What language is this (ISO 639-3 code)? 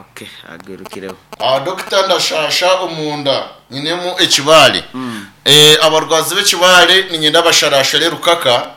nyn